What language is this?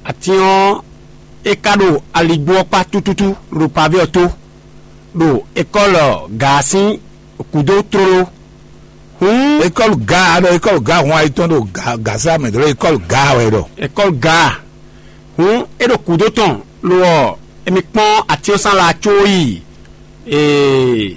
Fon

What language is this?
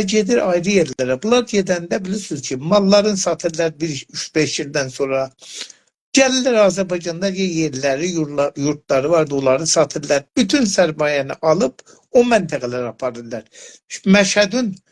South Azerbaijani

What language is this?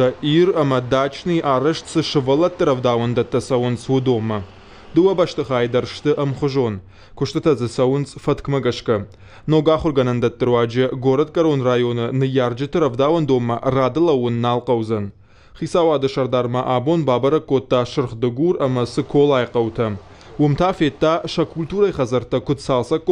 Ossetic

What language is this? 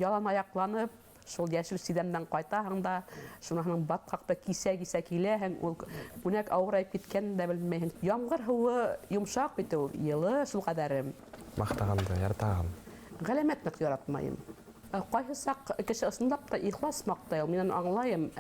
Bashkir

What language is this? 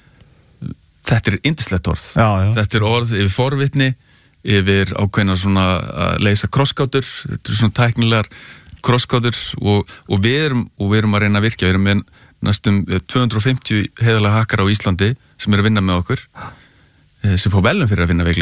Icelandic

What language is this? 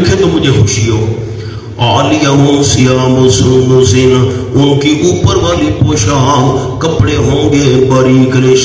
Urdu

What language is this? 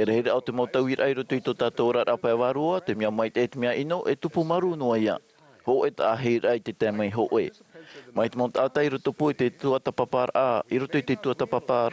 Tahitian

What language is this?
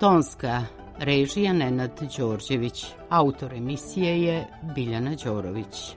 Serbian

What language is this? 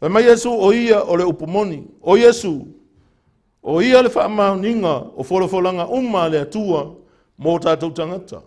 Samoan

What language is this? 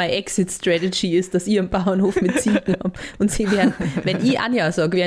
Bavarian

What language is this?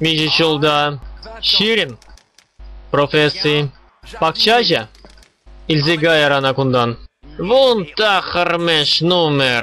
Chuvash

